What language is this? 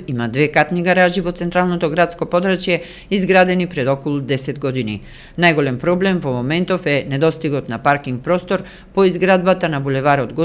Macedonian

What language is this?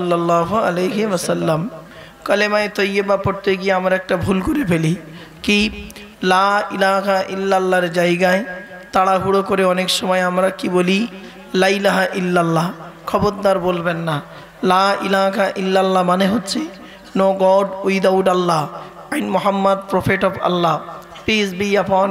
Bangla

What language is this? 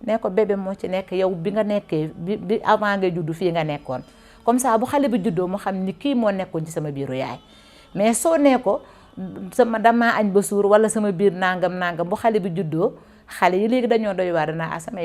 Wolof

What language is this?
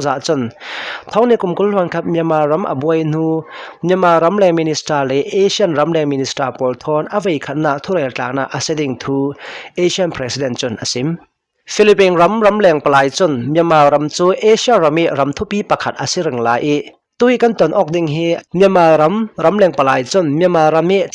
Hakha Chin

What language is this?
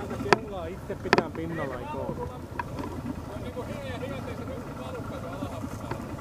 Finnish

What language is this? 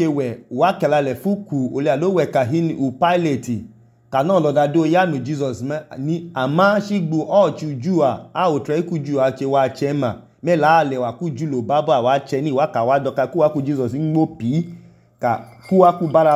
Idoma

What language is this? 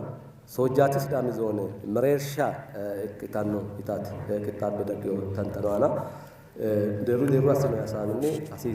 Sidamo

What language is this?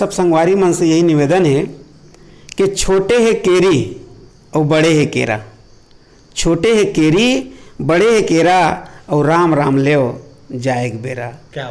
Chhattisgarhi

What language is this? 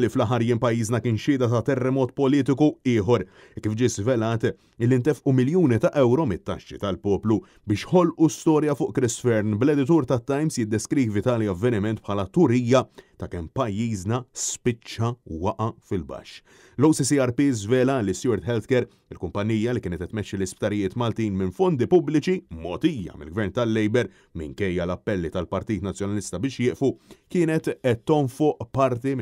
Maltese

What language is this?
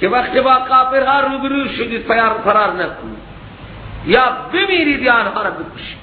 Persian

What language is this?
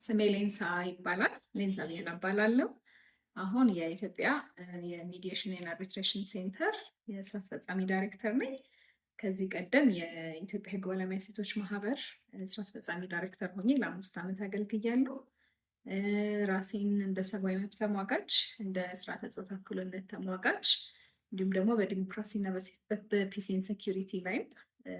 Amharic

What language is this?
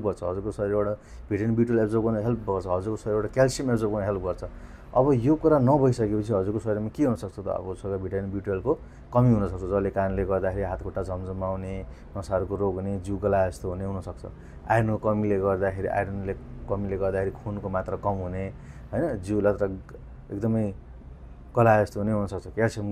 Nepali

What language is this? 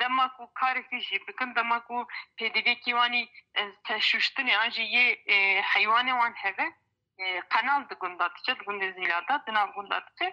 Kurdish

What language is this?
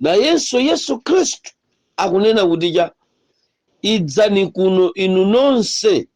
Nyanja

